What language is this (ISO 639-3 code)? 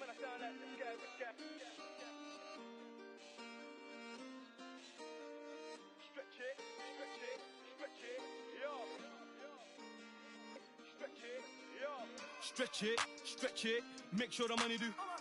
eng